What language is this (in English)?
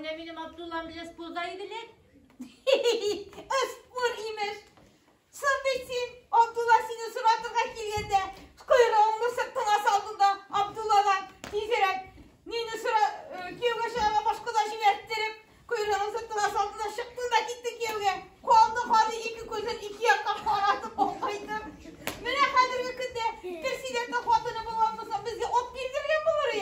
Tatar